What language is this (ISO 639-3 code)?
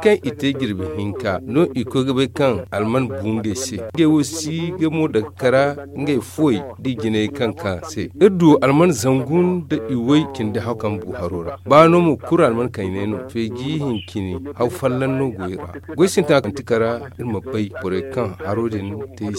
dje